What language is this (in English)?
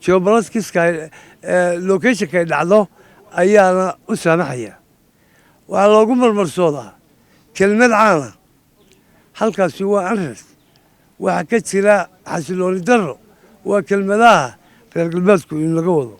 Somali